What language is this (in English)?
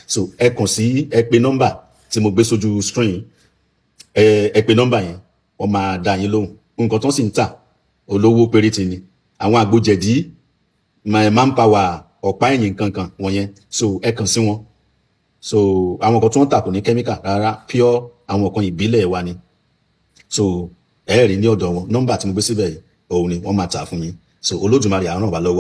Yoruba